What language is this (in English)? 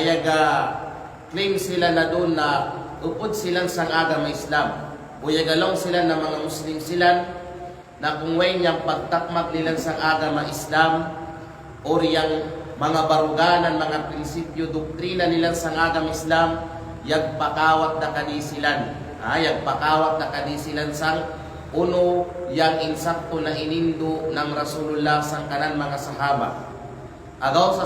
Kalagan